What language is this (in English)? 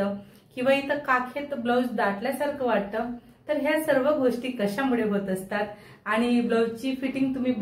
Marathi